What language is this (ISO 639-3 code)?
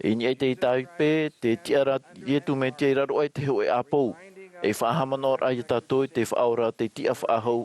tah